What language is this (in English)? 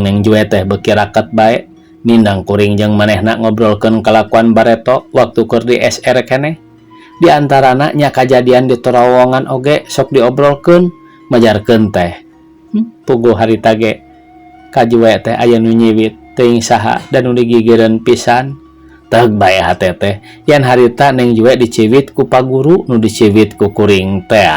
Sundanese